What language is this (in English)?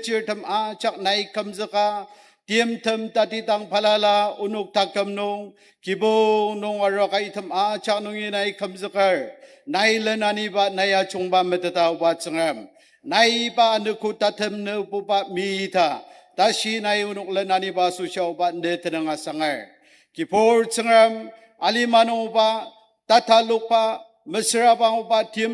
Ao Naga